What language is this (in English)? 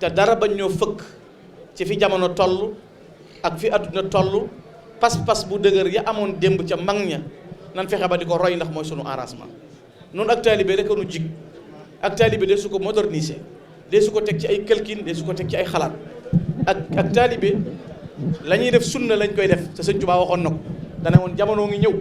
Wolof